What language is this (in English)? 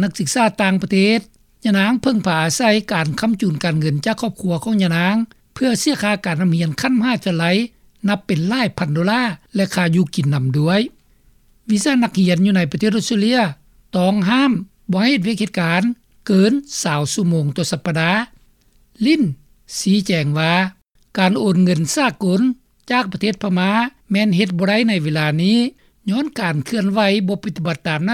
Lao